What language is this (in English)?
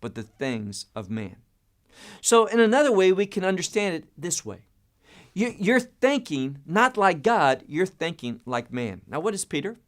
English